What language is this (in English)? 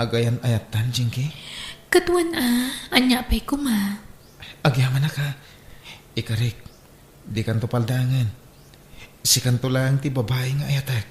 Iloko